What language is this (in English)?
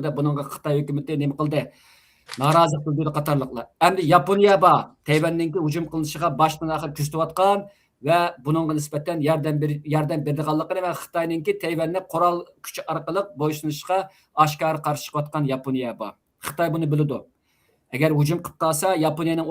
Uyghur